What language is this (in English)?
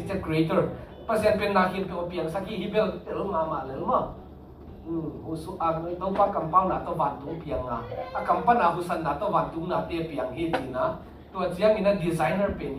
Tedim Chin